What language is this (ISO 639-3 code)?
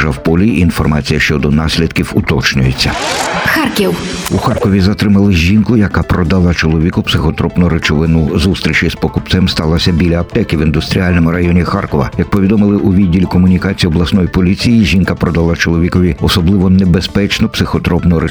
ukr